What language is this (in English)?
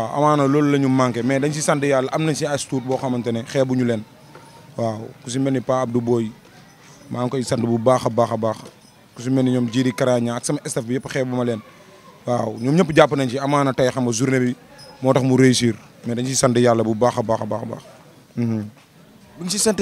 Wolof